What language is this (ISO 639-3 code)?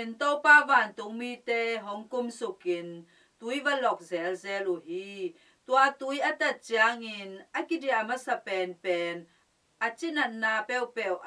ctd